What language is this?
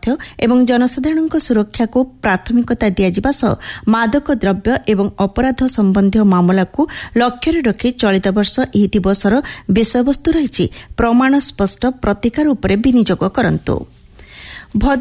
Odia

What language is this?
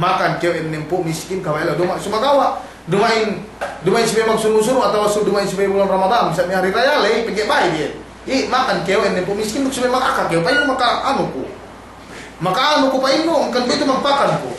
Yakan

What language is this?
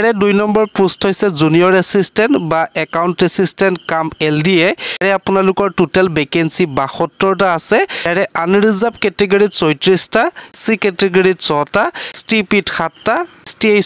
Assamese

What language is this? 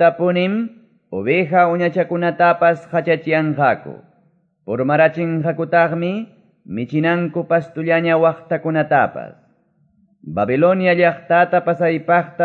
Quechua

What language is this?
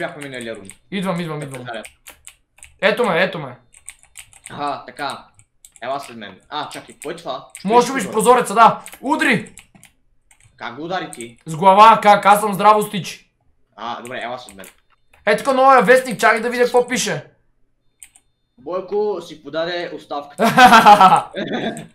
Bulgarian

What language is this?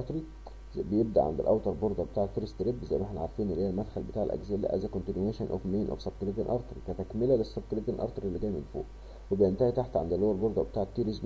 Egyptian Arabic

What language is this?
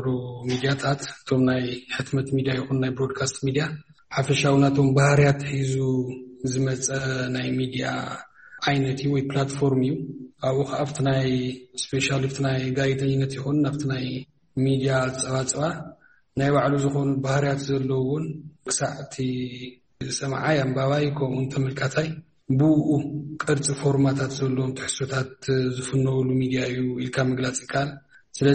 Tigrinya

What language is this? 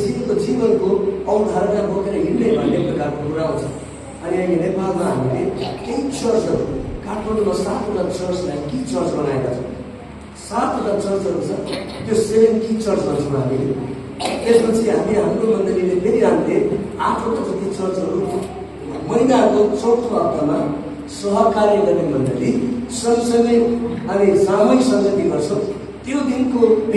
Nepali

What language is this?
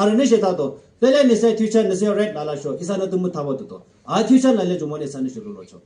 Yimchungru Naga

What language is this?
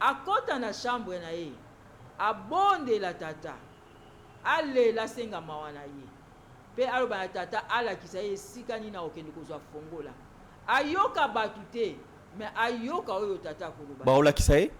Lingala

